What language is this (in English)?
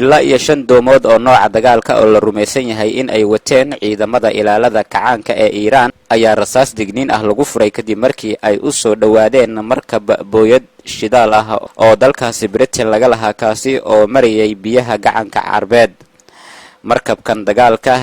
Somali